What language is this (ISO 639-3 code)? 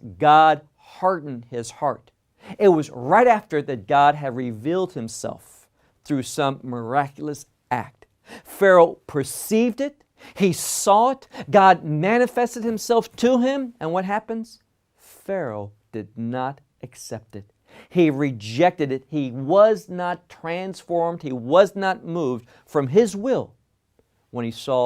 eng